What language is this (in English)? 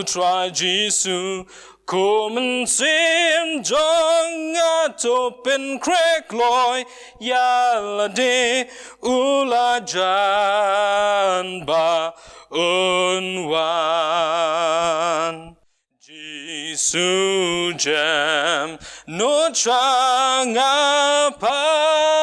Khasi